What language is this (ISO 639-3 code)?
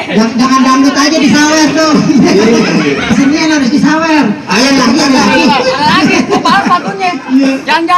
bew